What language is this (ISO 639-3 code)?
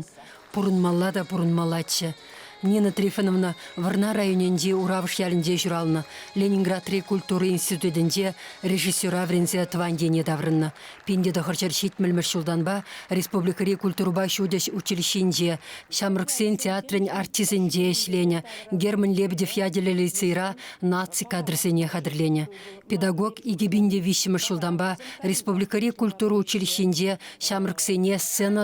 chv